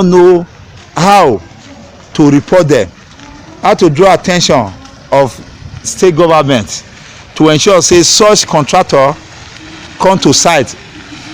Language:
Nigerian Pidgin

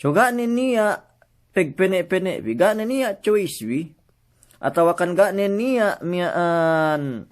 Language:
Yakan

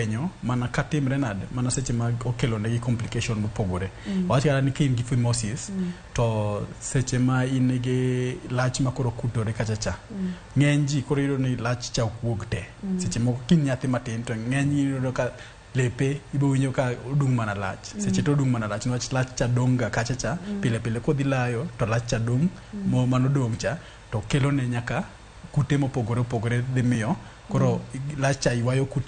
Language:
Luo (Kenya and Tanzania)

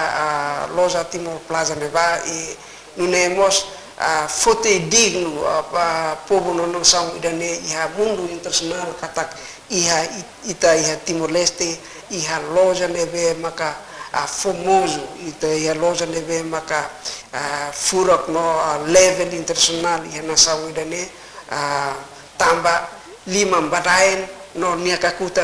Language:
Tetum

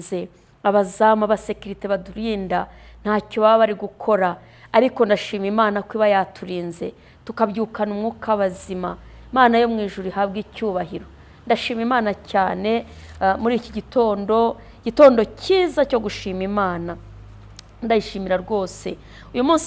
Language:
Kinyarwanda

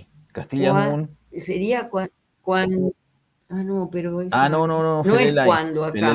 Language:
Mapuche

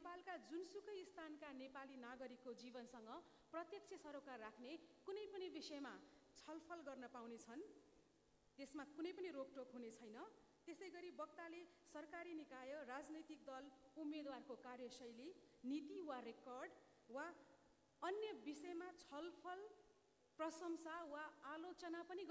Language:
Nepali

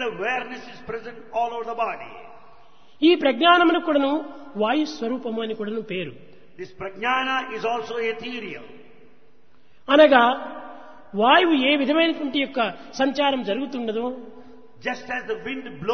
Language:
Telugu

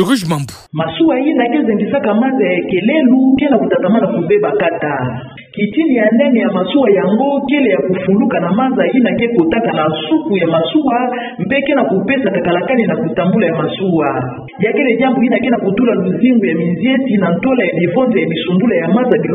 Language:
Kituba (Democratic Republic of Congo)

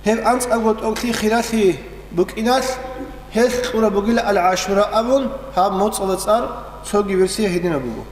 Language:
Avaric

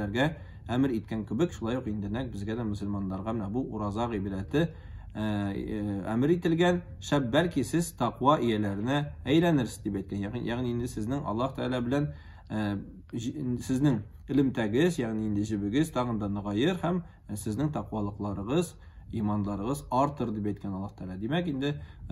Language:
Tatar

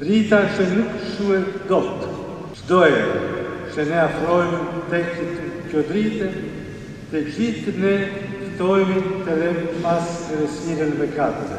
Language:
Albanian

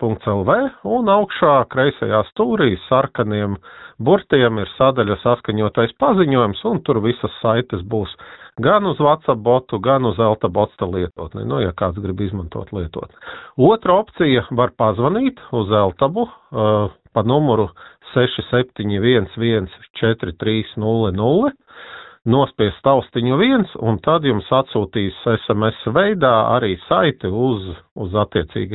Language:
Latvian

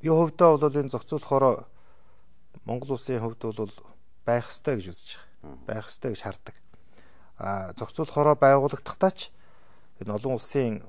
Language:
Mongolian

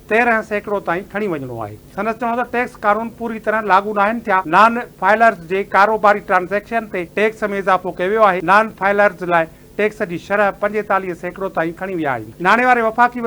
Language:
Sindhi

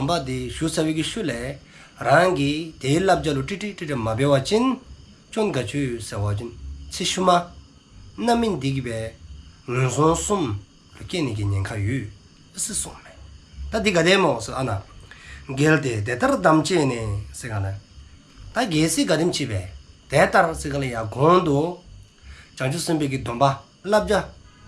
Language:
Dzongkha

